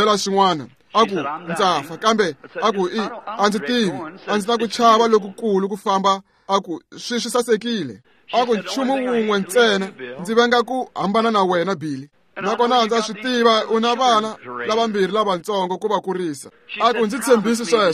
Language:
Tsonga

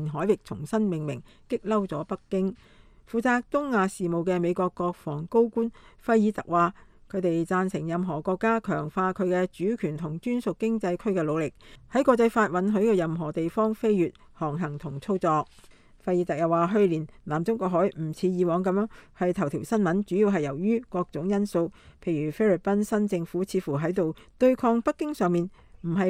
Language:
Cantonese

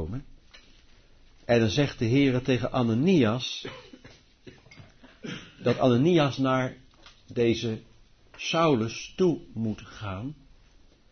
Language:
Dutch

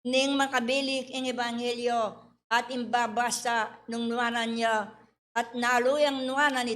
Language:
Pampanga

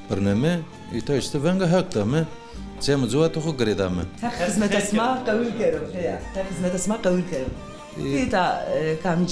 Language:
Zaza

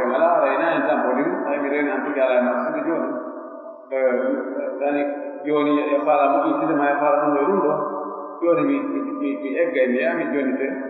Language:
Pular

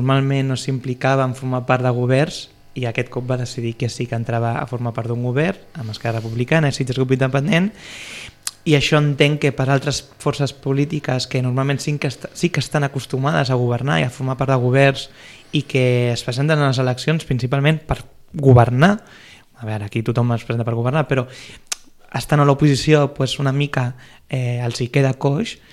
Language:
Catalan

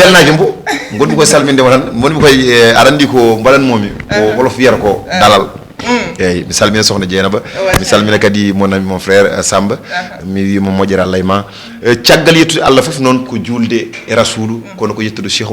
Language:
Fula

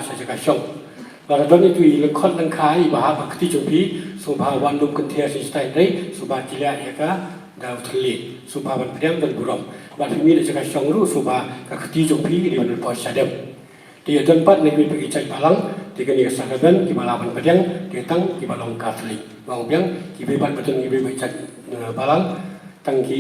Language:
Khasi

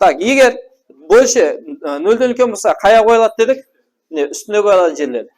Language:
Kara-Kalpak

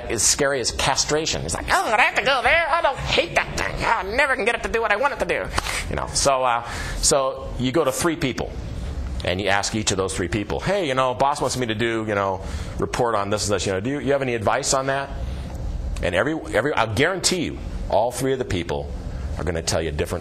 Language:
English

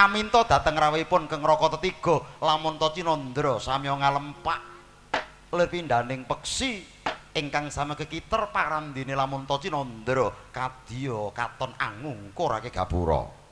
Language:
Javanese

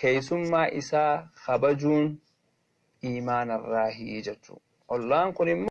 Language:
Oromo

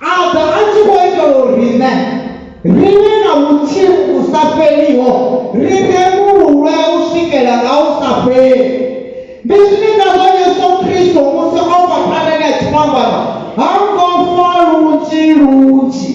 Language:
Venda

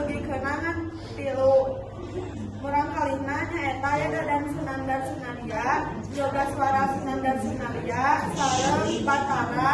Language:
Sundanese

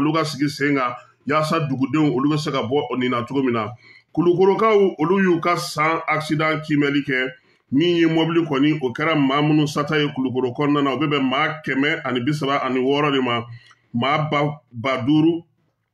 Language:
Bambara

